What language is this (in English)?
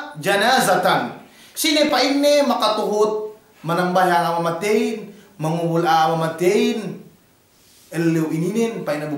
Yakan